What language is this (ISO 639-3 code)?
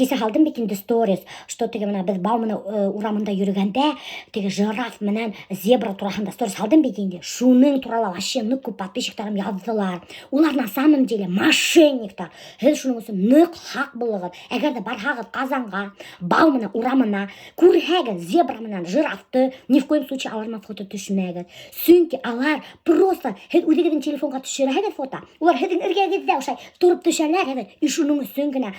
bak